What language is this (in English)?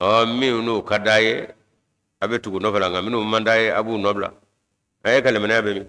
Bambara